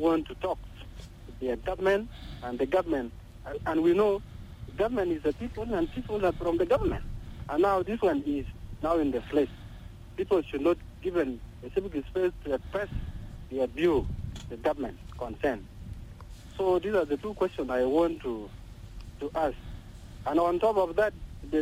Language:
English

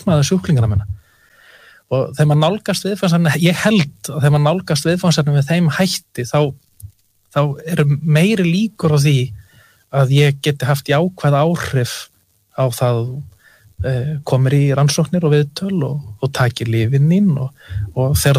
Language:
Icelandic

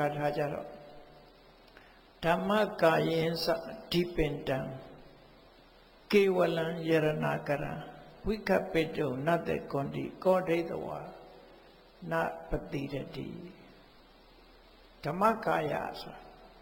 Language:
Burmese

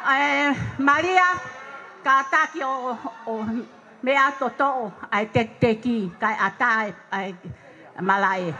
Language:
Tongan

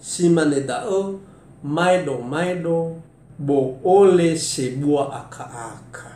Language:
Nias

